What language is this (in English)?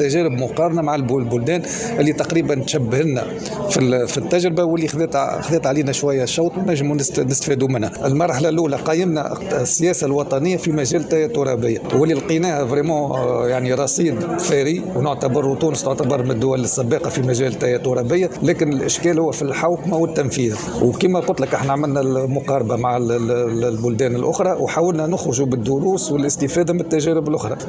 Tunisian Arabic